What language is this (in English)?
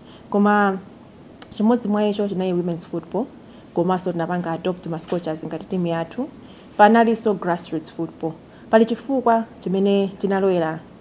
Nyanja